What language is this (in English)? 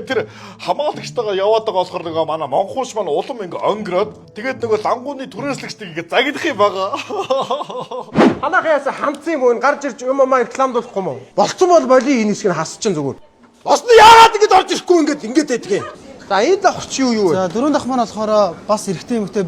Mongolian